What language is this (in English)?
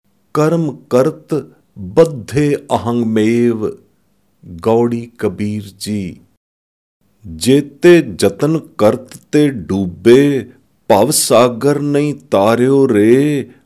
Punjabi